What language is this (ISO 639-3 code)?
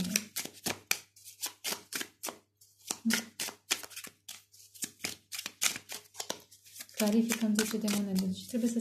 ron